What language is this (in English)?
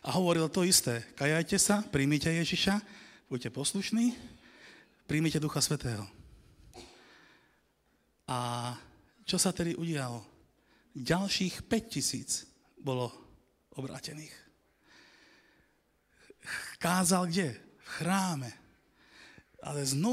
Slovak